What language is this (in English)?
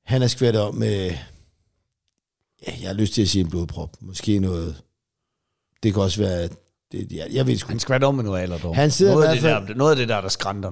Danish